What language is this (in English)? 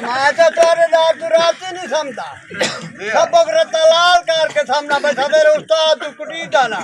Saraiki